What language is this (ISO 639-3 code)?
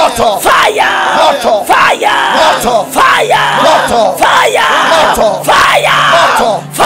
swa